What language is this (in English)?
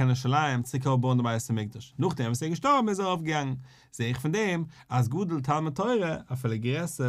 Yiddish